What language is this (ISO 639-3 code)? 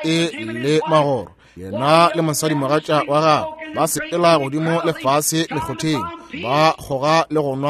nso